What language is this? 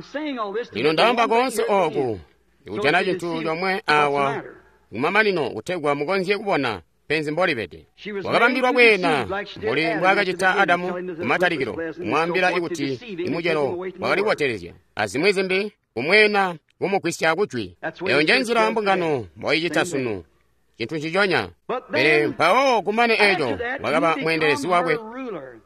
Tonga (Zambia)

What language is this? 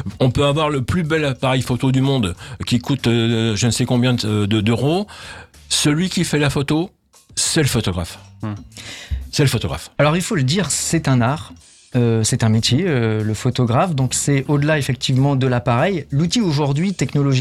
French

